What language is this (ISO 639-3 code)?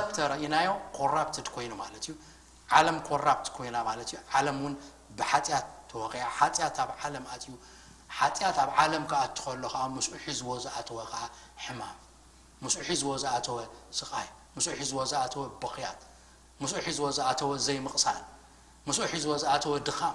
tir